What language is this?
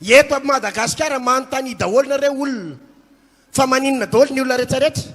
Malagasy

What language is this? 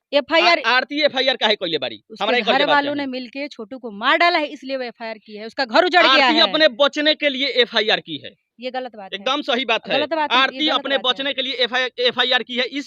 Bhojpuri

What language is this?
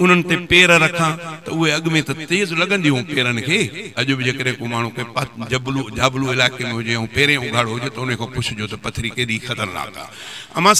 Sindhi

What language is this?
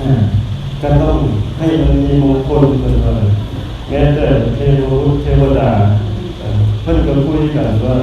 Northeastern Thai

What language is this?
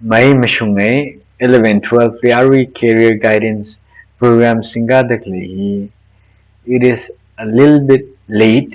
Tangkhul Naga (India)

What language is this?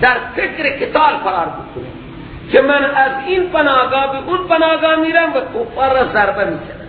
Persian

